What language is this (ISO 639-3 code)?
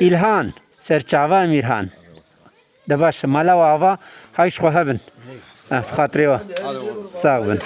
kur